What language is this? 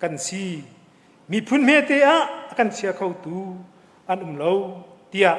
Hakha Chin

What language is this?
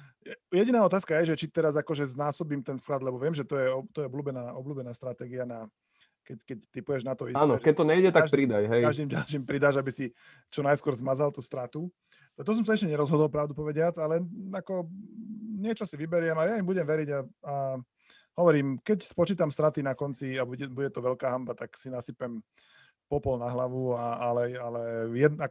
Slovak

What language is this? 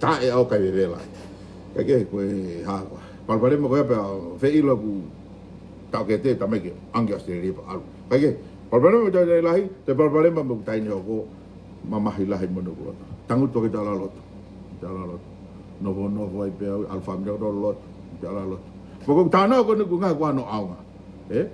Tongan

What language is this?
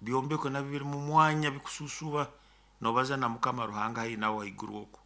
Nyoro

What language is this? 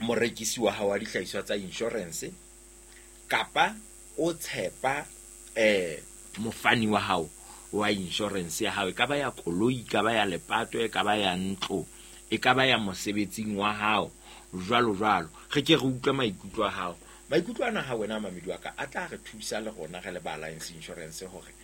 Southern Sotho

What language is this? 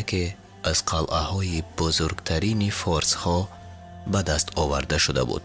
Tajik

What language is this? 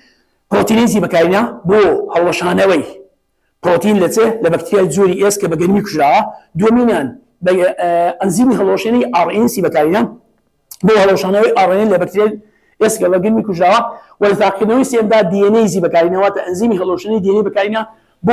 Central Kurdish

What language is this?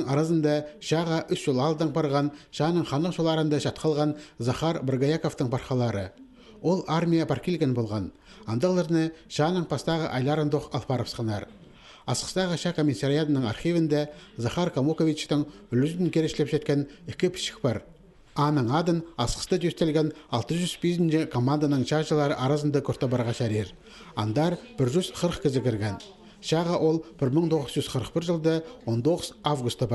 Khakas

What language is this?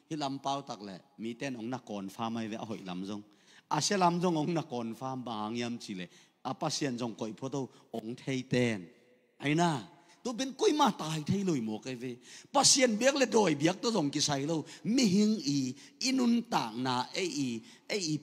Tedim Chin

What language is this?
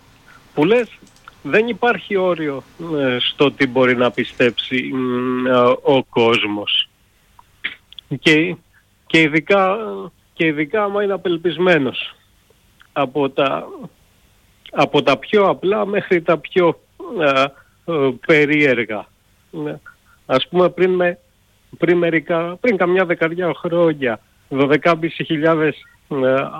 Greek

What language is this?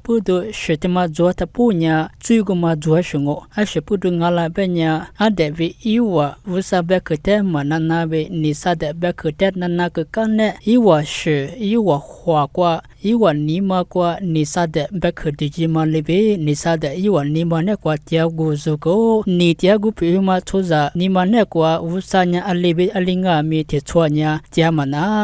Lisu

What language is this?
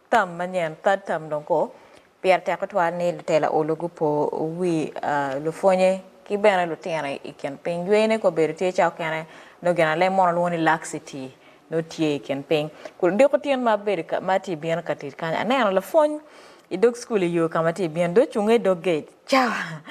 Acoli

